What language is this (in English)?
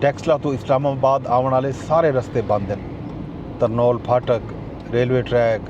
Saraiki